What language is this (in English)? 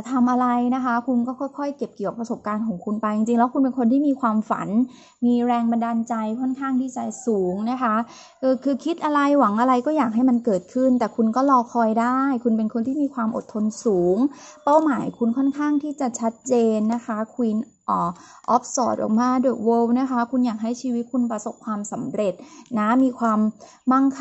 Thai